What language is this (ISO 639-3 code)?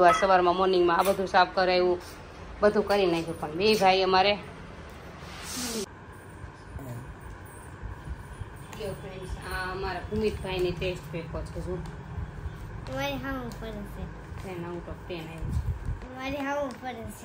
guj